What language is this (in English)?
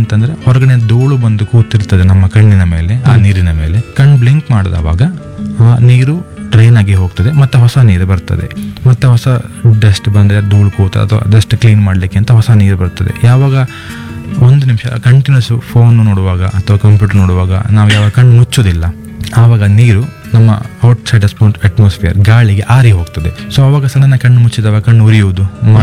Kannada